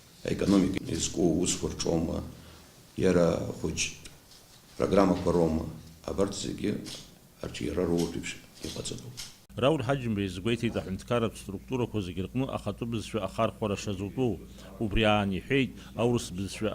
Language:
Abkhazian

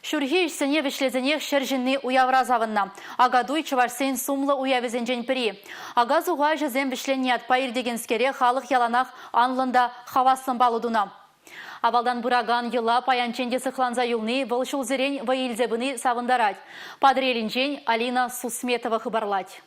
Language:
Chuvash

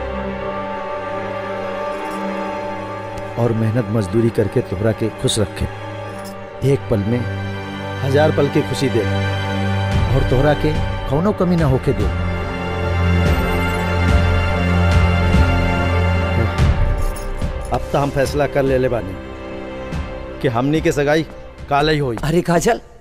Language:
Bhojpuri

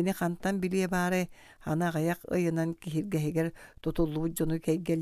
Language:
Yakut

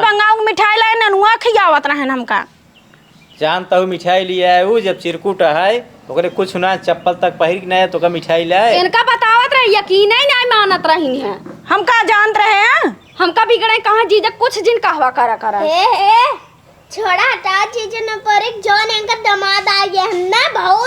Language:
Awadhi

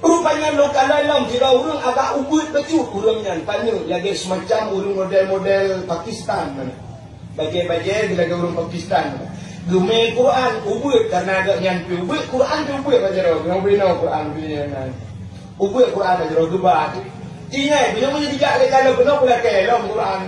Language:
Achinese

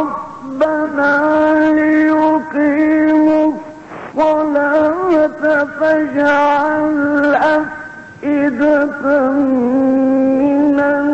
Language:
Arabic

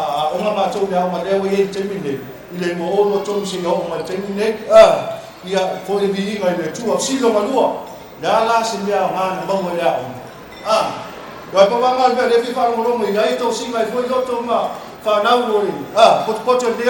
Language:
Samoan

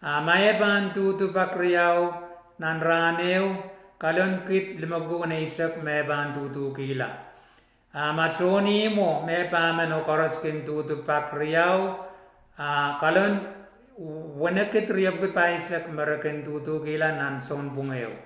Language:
Pohnpeian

